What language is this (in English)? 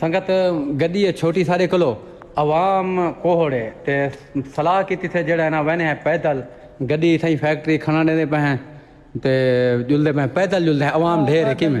Saraiki